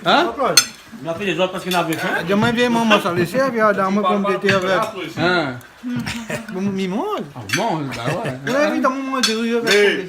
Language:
Réunion Creole French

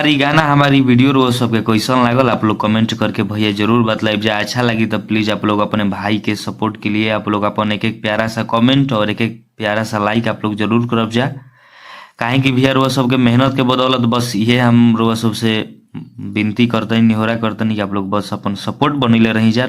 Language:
Bhojpuri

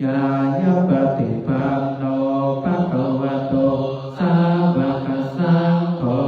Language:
Pali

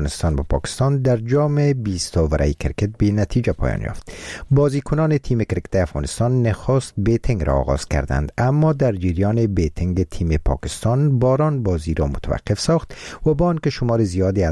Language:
Persian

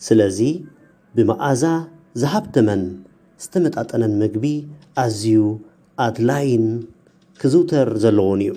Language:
Tigrinya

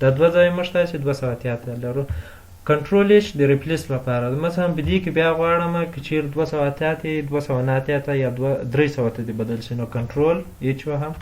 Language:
Pashto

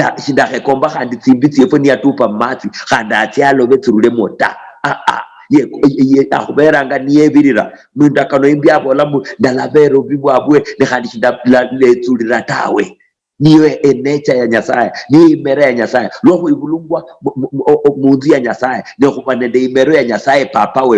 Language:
Luyia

